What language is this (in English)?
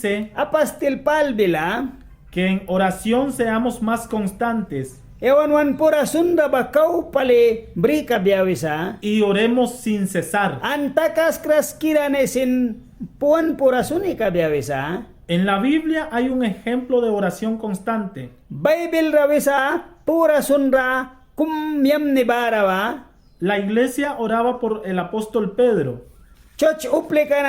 Mískito